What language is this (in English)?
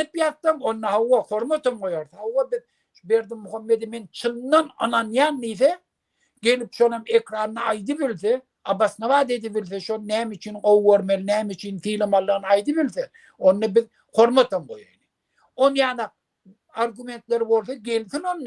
Turkmen